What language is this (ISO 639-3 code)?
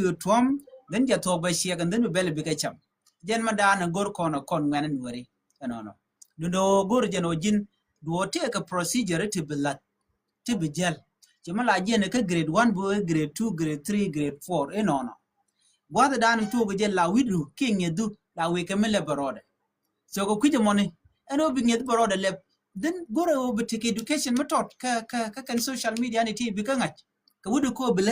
nus